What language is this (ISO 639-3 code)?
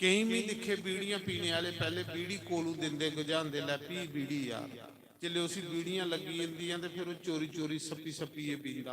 doi